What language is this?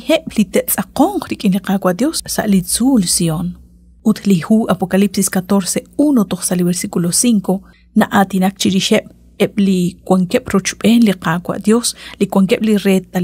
Kekchí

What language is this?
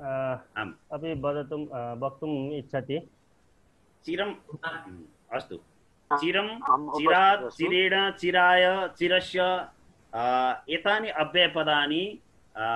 Sanskrit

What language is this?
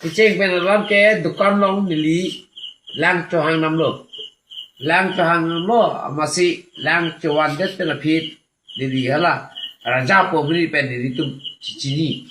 Karbi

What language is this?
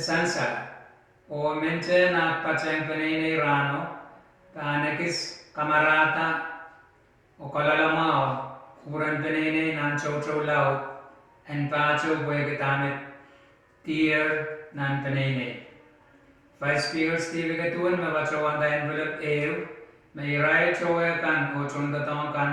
Pohnpeian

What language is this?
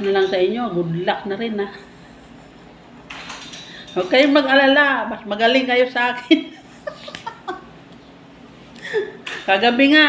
Filipino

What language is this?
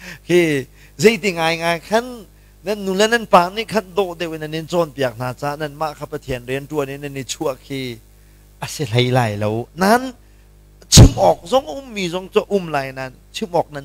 Hakha Chin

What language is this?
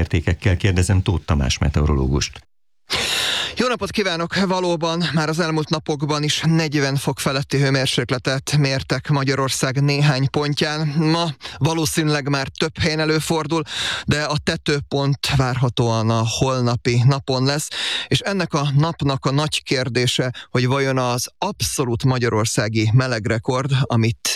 Hungarian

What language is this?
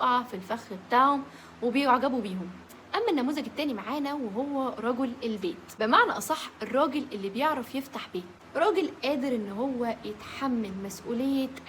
Egyptian Arabic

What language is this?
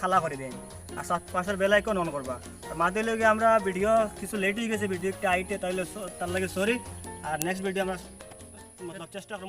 Sylheti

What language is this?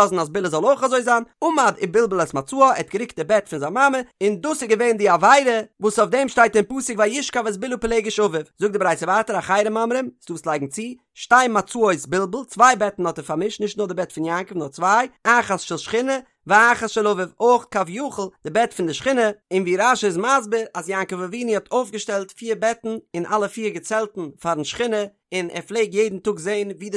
Yiddish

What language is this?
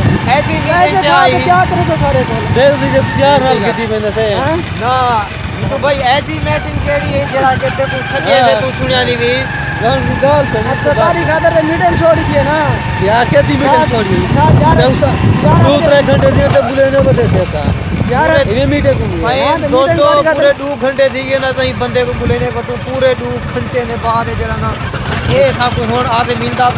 Saraiki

